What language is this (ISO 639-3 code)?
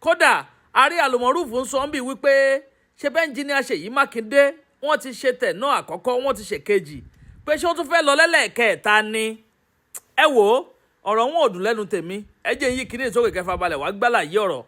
yor